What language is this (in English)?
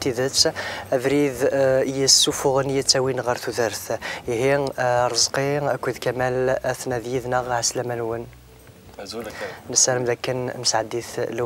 Kabyle